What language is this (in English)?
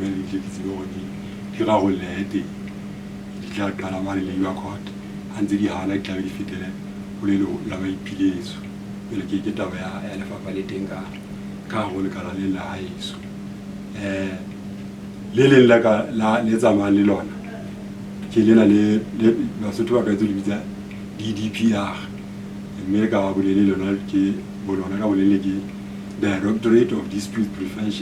Southern Sotho